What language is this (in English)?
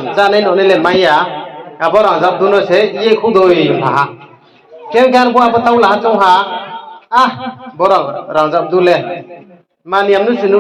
Riang (India)